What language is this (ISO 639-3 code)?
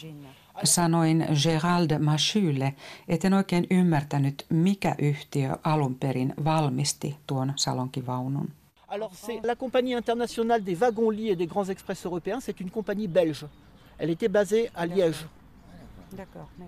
fin